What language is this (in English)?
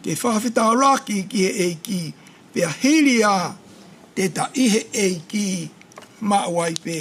Tongan